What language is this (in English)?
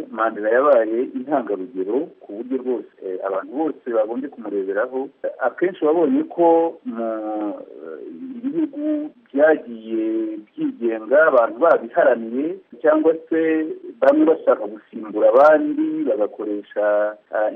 Kinyarwanda